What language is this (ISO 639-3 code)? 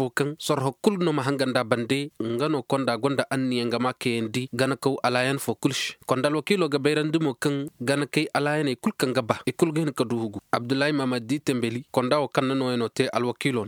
ses